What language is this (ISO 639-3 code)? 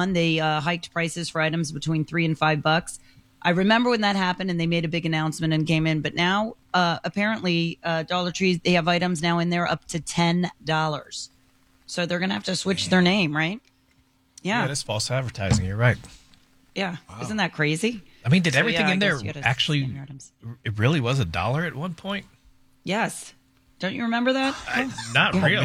eng